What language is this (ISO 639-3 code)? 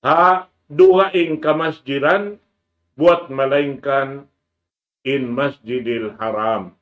tsg